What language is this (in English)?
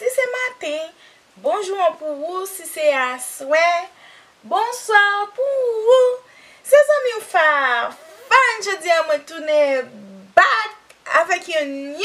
Haitian Creole